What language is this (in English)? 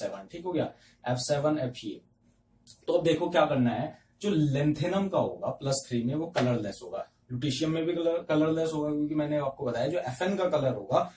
Hindi